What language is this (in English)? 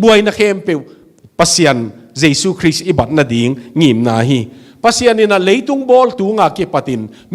Tedim Chin